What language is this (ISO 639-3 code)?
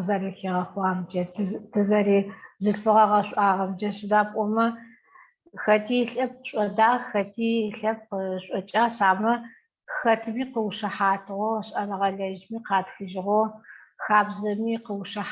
ady